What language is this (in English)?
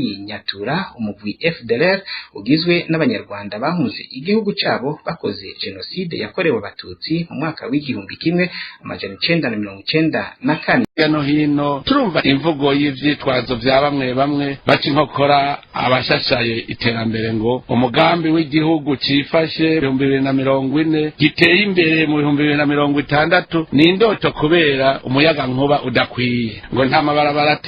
Rundi